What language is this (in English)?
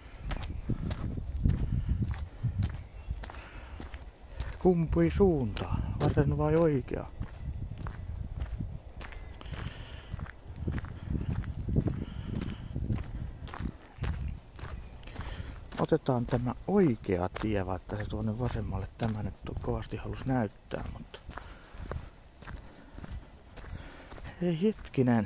Finnish